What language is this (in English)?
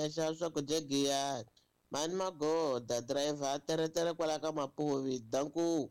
Tsonga